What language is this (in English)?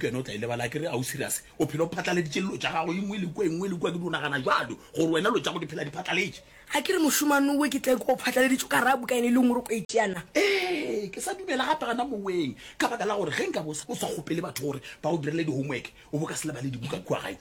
Northern Sotho